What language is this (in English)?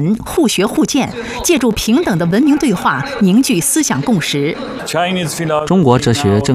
Chinese